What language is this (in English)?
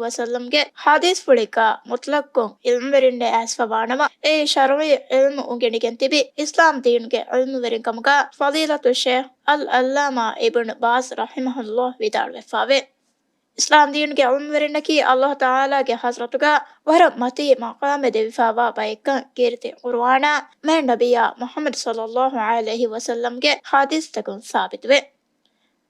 Divehi